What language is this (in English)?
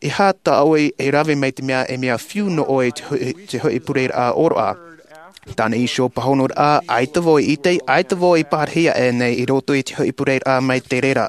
Tahitian